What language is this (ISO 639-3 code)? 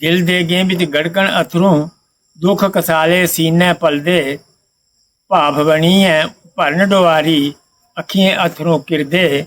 doi